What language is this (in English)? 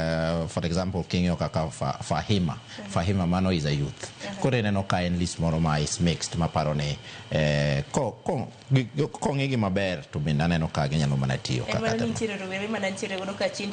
Luo (Kenya and Tanzania)